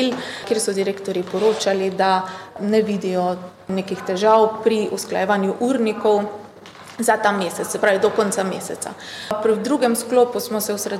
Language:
Slovenian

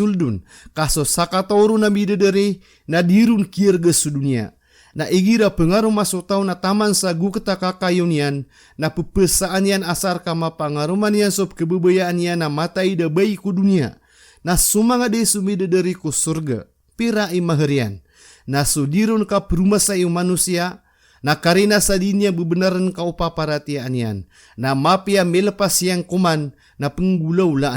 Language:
Maranao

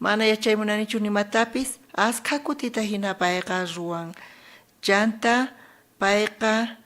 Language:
South Bolivian Quechua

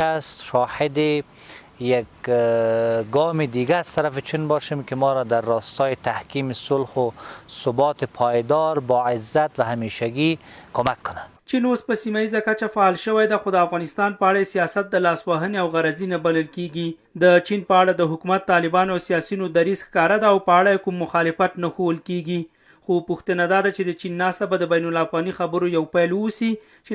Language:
Pashto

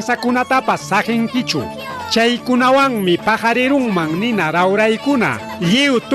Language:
Ayacucho Quechua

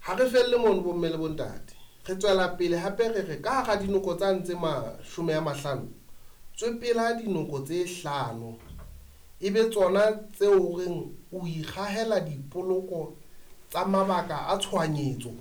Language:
Southern Sotho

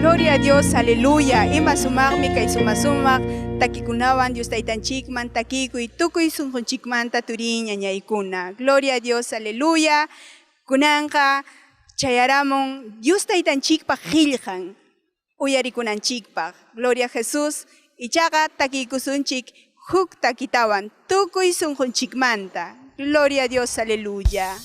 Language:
Ayacucho Quechua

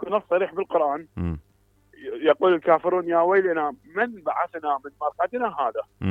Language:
Mesopotamian Arabic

